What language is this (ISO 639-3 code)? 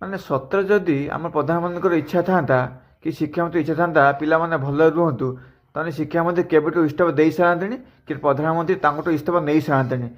ori